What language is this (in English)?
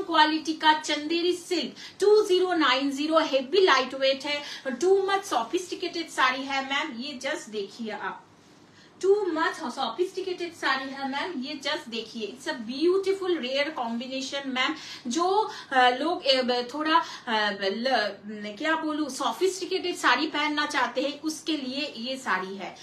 Hindi